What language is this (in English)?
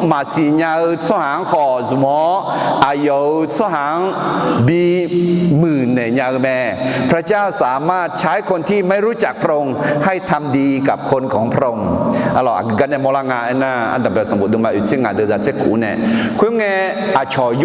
Akha